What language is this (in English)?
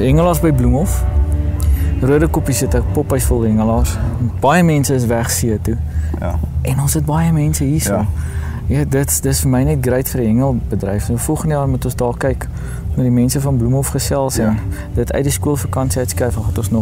Afrikaans